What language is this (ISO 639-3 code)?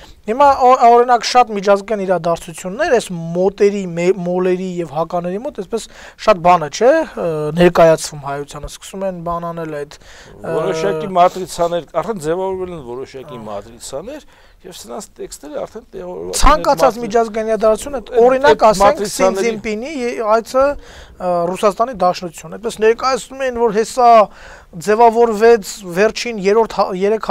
hye